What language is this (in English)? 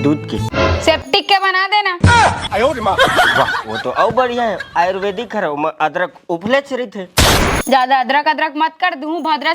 Chhattisgarhi